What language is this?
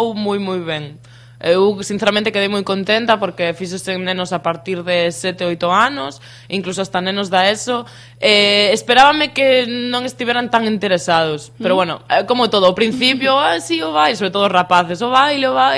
Galician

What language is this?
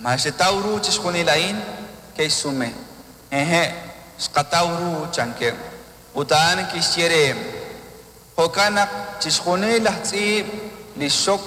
Kekchí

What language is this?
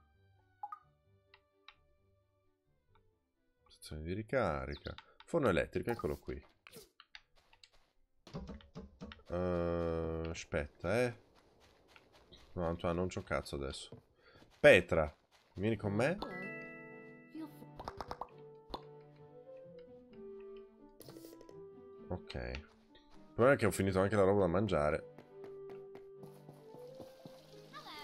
Italian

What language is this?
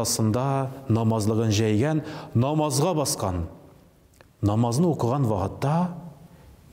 Tatar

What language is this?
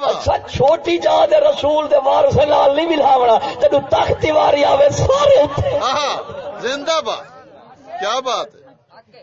Saraiki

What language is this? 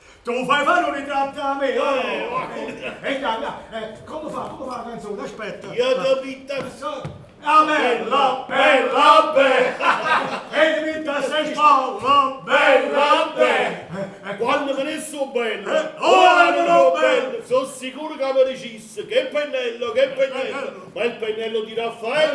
Neapolitan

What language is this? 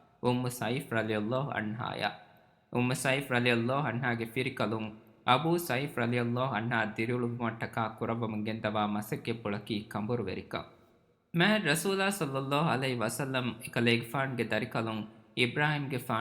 Divehi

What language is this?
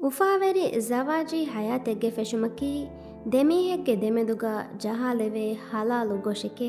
Divehi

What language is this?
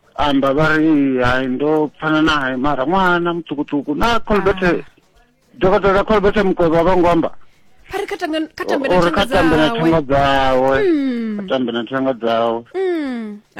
Venda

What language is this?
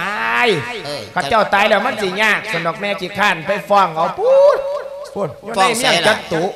Lao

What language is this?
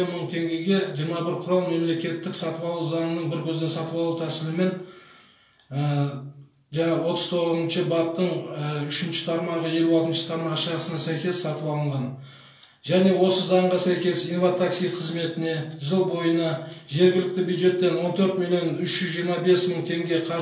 Kazakh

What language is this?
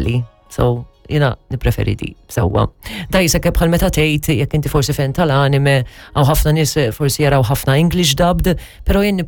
Maltese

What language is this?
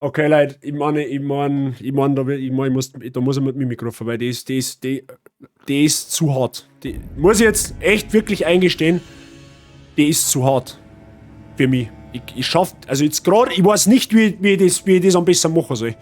Bavarian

